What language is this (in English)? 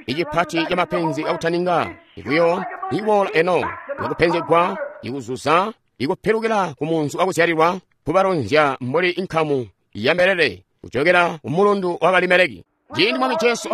Tonga (Zambia)